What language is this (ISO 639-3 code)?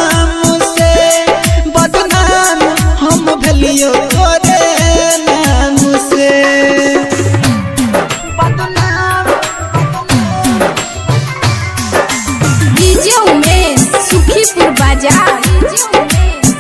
mai